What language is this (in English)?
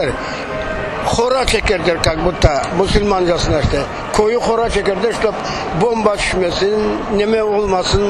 Crimean Tatar